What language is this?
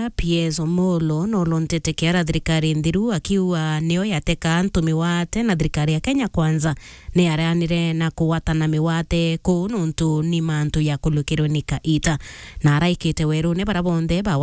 Meru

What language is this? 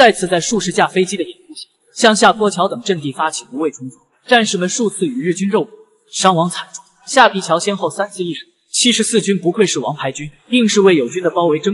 Chinese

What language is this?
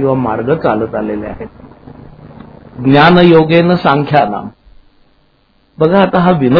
Marathi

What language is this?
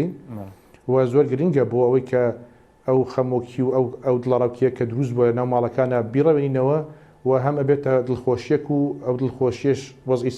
Central Kurdish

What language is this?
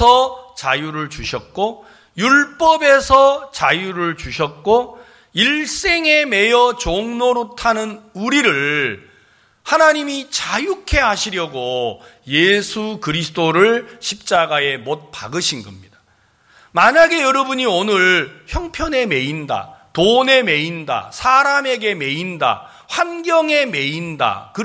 Korean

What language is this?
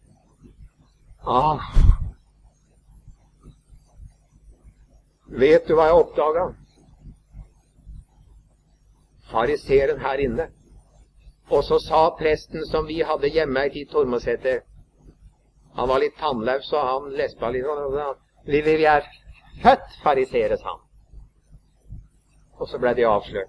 Norwegian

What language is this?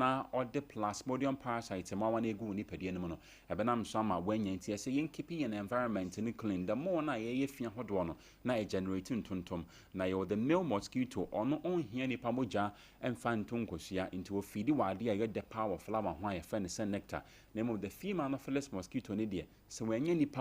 Akan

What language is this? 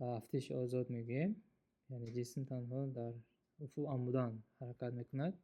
Tajik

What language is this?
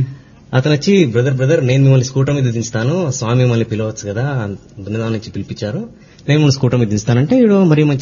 Telugu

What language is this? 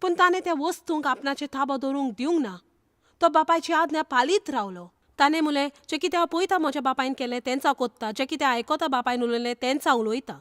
Konkani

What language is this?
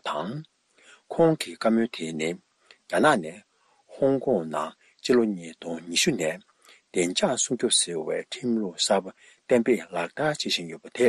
Tibetan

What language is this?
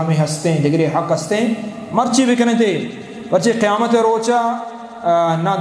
Eastern Balochi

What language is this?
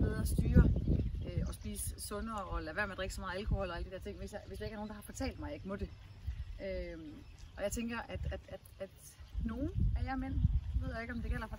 Danish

